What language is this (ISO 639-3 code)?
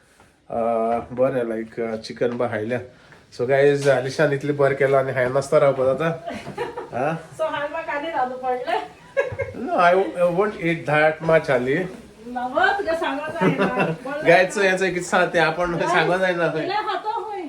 kok